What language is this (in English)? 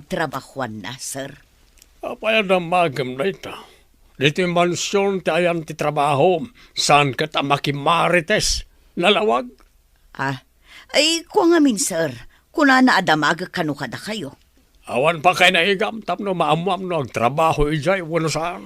Iloko